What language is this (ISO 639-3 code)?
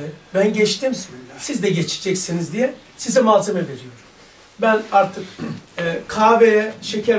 tur